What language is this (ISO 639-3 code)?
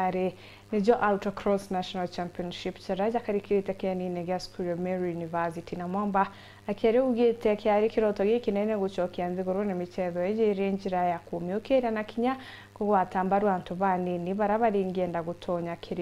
mer